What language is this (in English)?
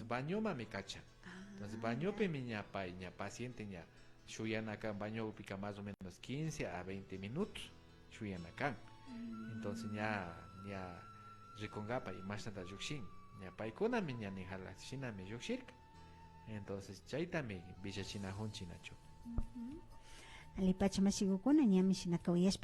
Imbabura Highland Quichua